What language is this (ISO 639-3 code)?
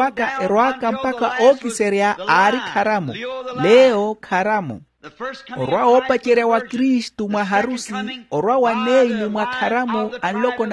vmw